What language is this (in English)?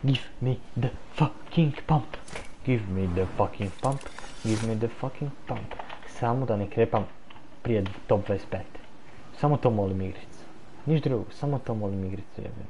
Croatian